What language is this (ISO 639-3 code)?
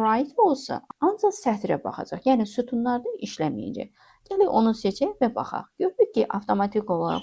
aze